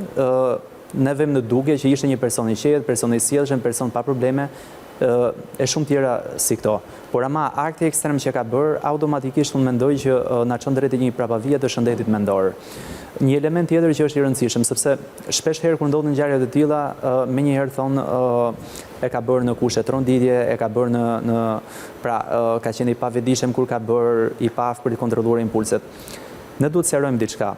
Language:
Albanian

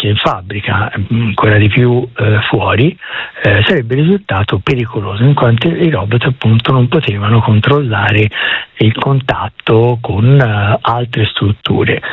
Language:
Italian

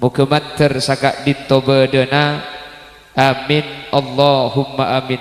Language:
Madurese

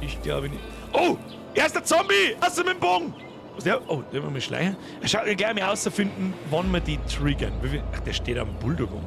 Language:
Bavarian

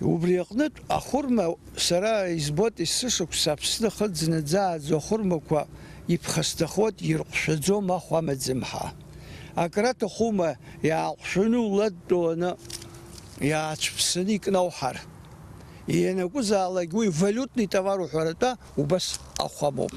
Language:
Abkhazian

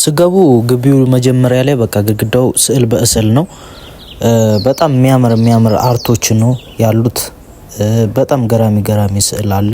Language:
Amharic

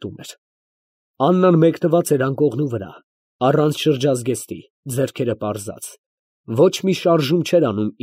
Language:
Armenian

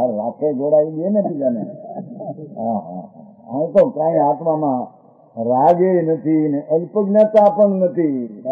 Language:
Gujarati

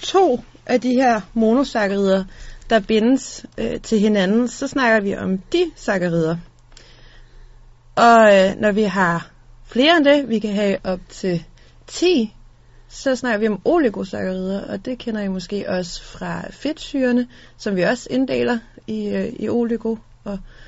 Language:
Danish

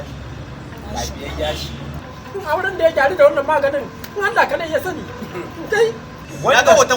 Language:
Hausa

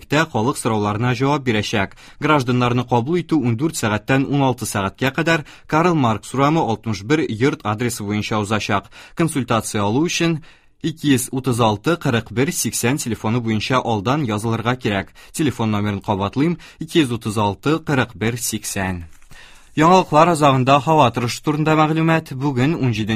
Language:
Tatar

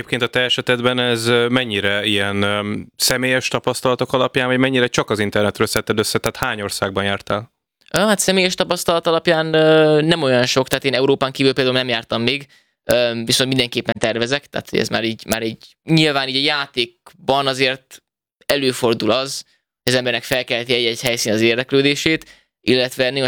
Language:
Hungarian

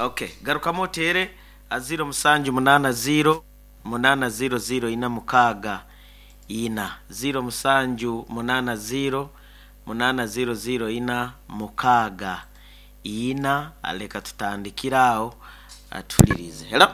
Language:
Nyankole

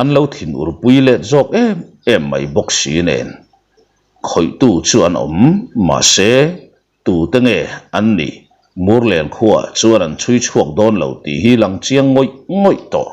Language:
Mizo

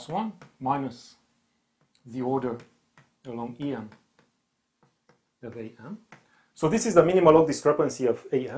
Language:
English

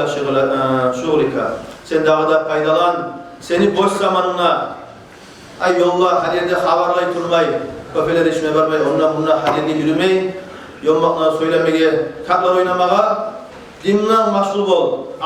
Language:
Kumyk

